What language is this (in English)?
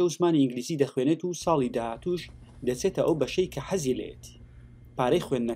Central Kurdish